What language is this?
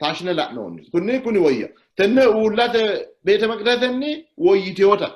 Sidamo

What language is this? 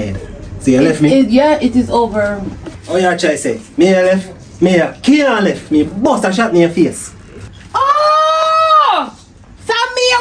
Jamaican Creole English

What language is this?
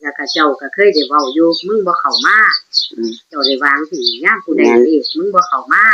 Northeastern Thai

